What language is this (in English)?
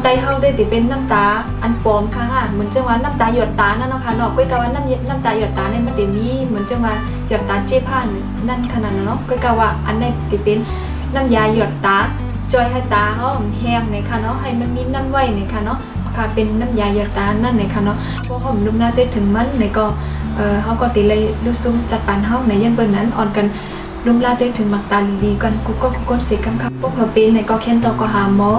Shan